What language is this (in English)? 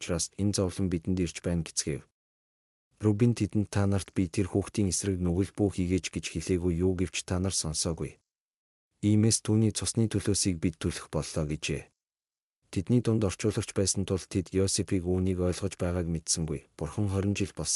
Mongolian